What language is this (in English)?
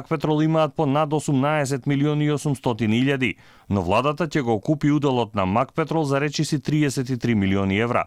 Macedonian